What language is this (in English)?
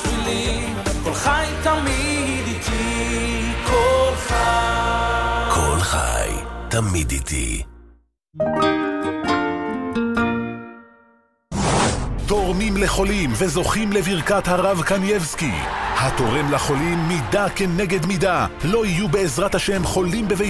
Hebrew